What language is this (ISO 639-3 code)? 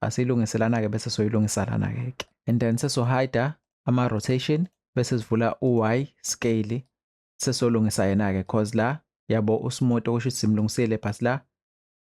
zul